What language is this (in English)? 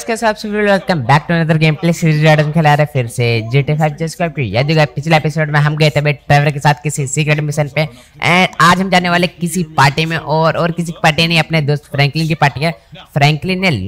Hindi